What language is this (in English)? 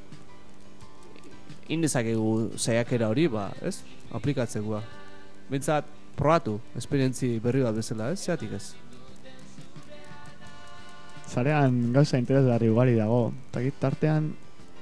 Basque